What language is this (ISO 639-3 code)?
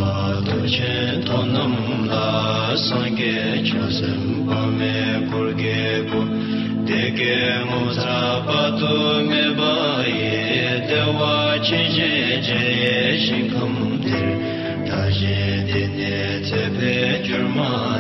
bod